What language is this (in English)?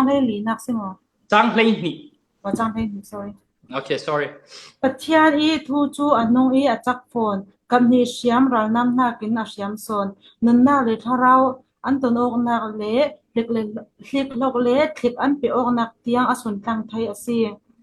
Falam Chin